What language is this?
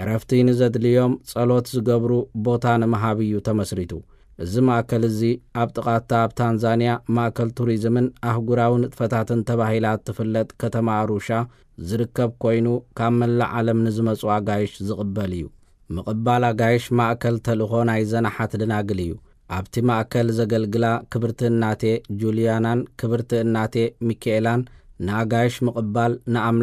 Tigrinya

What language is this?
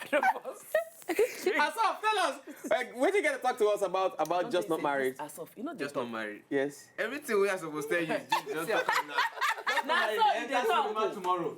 Nigerian Pidgin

